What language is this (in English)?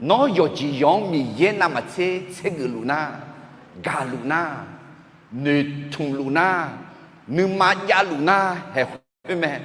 Akha